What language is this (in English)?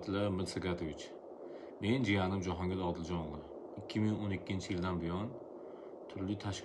Uzbek